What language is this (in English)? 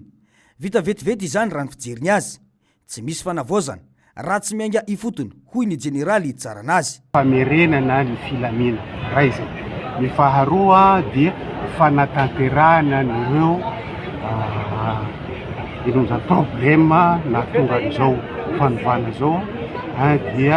Malagasy